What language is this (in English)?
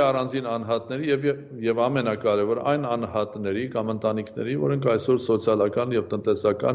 Armenian